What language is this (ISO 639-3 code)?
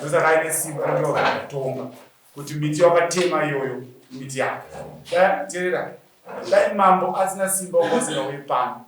sna